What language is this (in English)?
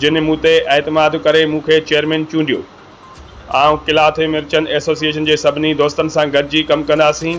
Sindhi